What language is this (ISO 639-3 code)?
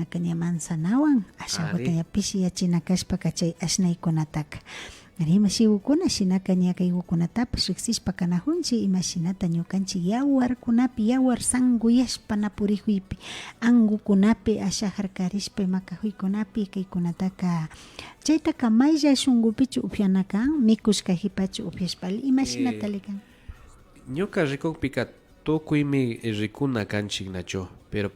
qvi